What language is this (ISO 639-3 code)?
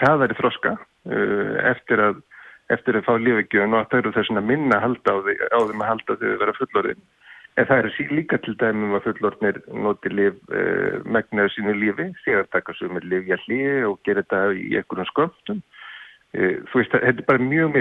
isl